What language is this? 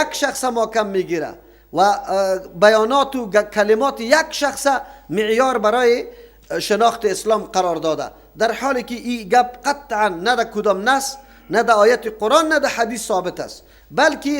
Persian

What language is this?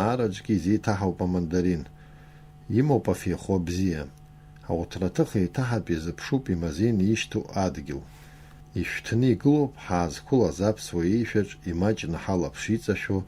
Abkhazian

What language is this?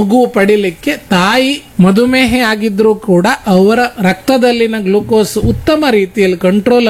Kannada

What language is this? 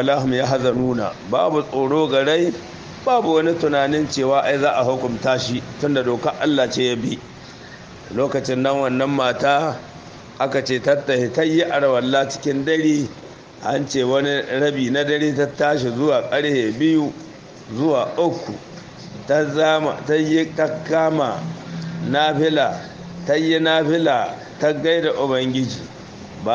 Hausa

